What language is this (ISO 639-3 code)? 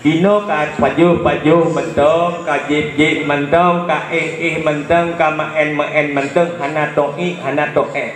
ace